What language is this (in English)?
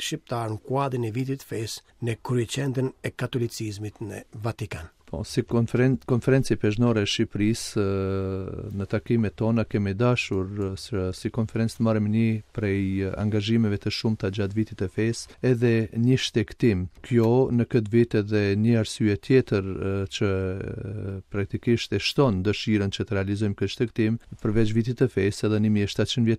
Albanian